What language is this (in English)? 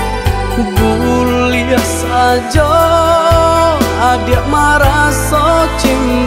Minangkabau